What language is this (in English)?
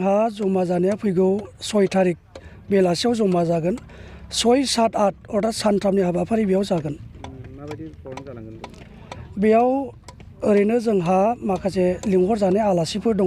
Bodo